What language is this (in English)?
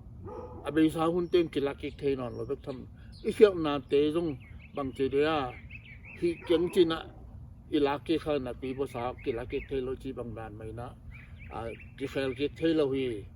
Tedim Chin